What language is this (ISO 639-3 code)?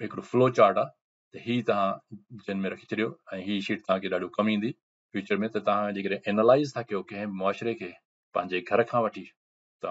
snd